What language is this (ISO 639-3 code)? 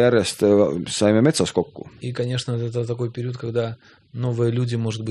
est